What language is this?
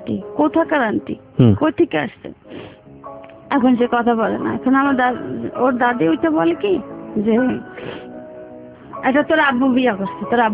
Bangla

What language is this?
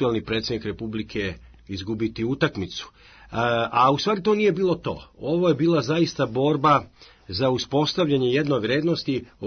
Serbian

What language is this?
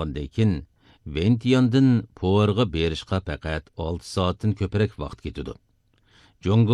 Uyghur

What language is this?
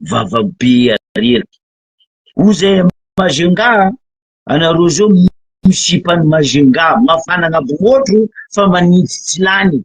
Malagasy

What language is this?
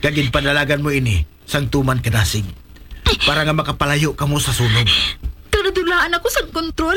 Hiligaynon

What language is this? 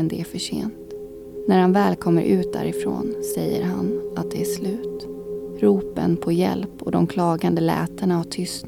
Swedish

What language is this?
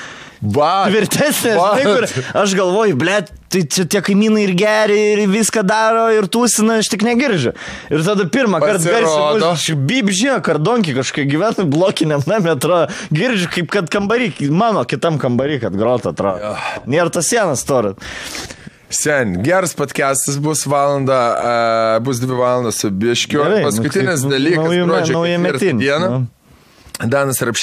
Lithuanian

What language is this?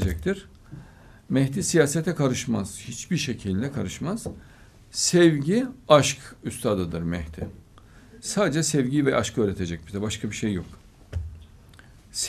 Turkish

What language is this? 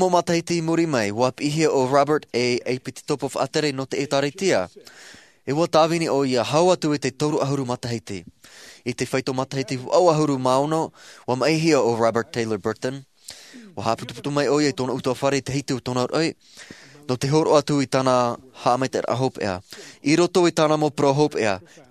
Tahitian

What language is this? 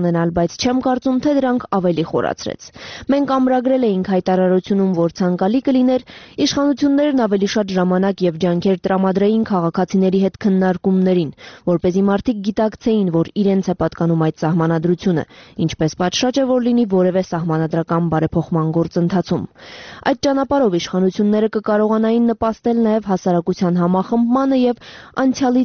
Armenian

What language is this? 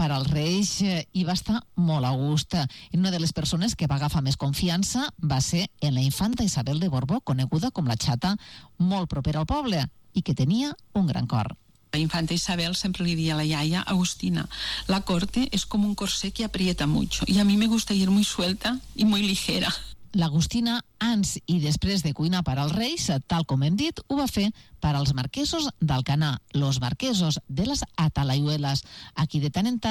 Catalan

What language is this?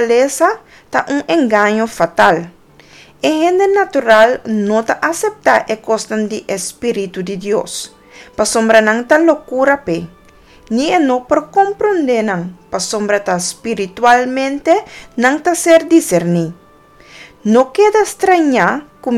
Papiamento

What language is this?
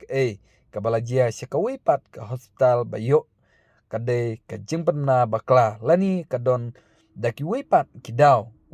Khasi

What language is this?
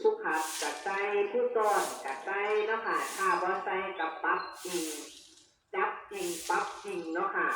Northeastern Thai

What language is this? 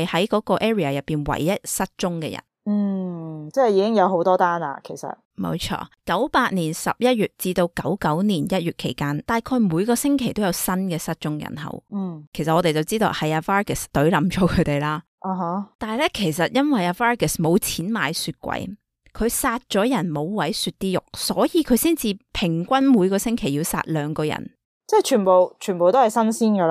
Cantonese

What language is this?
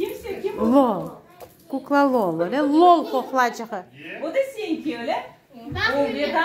Crimean Tatar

